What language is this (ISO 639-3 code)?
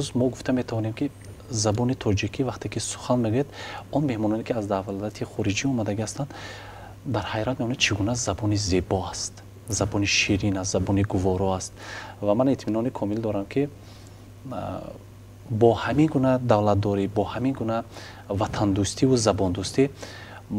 tgk